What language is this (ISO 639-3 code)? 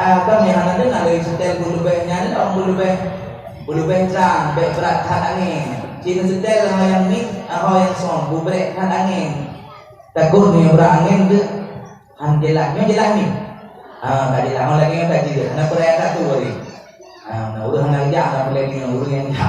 ace